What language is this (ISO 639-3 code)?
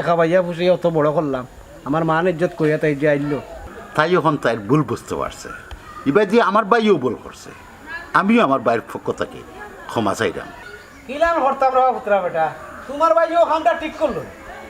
syl